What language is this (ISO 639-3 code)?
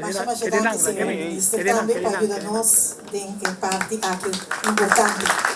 pap